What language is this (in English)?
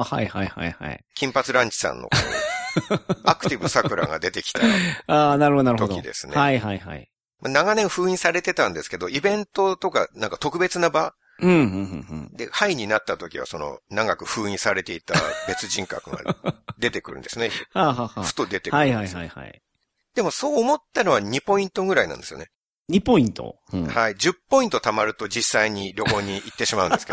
Japanese